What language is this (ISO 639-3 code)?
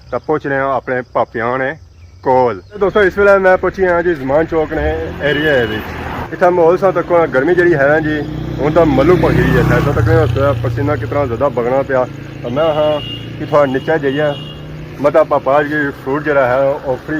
phr